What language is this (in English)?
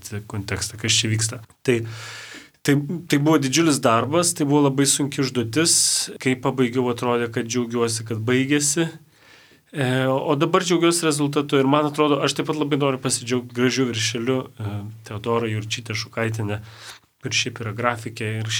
Lithuanian